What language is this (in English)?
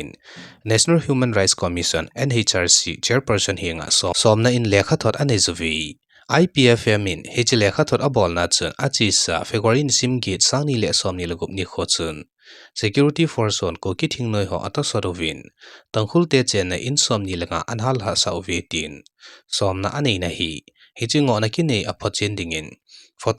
Thado Chin